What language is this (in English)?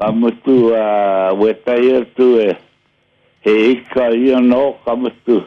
Māori